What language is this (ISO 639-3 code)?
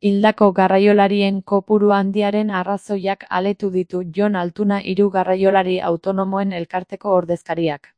eus